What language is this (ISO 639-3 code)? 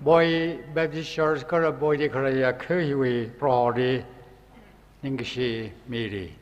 nmf